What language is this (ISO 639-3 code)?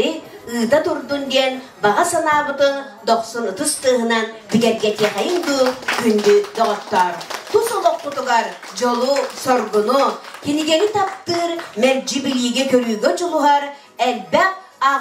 sah